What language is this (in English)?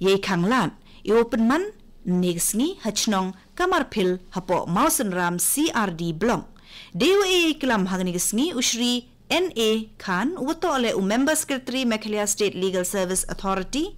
Khasi